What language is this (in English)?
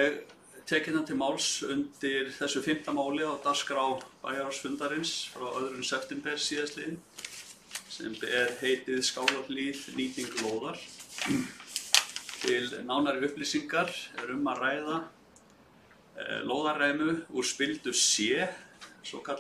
Icelandic